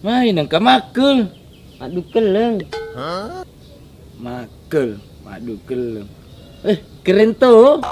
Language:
Buginese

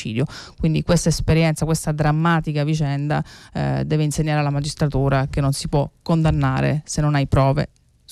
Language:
Italian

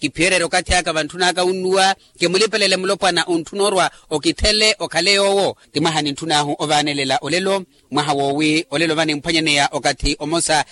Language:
Makhuwa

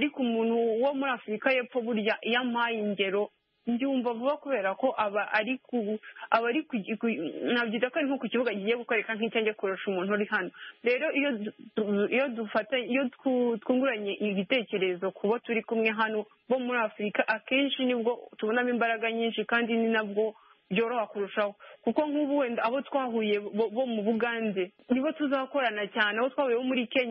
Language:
Kinyarwanda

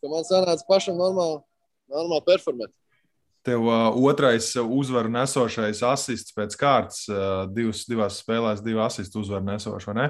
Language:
Latvian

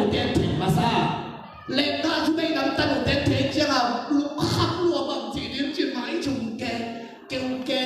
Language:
Tedim Chin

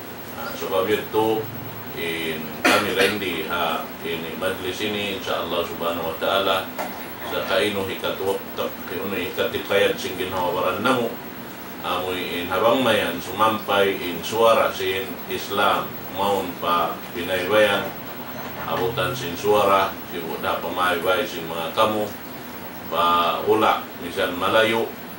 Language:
Tausug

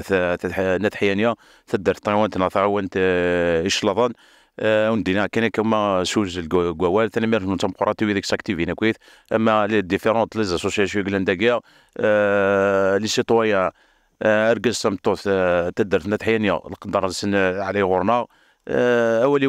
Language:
Kabyle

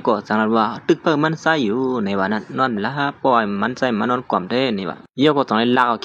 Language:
Shan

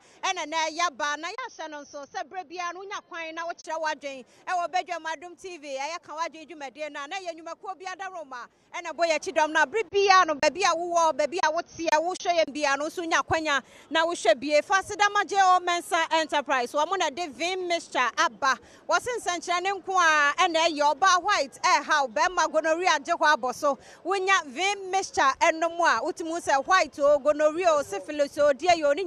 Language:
Akan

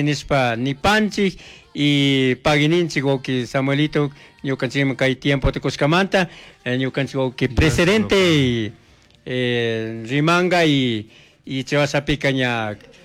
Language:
Chimborazo Highland Quichua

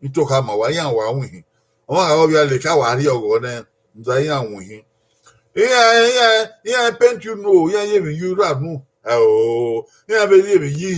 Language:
Bini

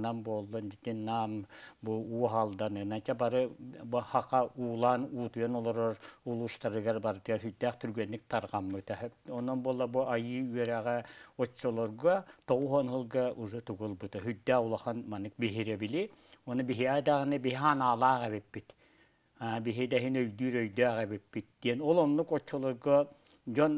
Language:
Yakut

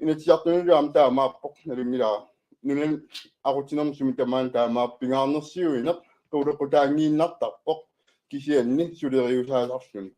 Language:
Kalaallisut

